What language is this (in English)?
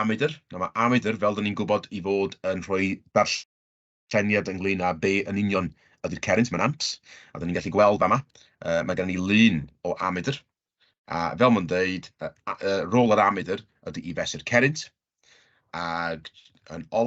Welsh